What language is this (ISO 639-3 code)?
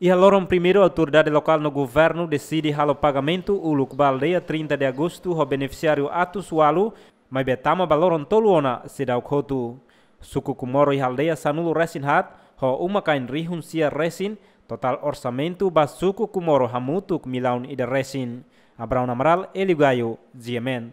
tet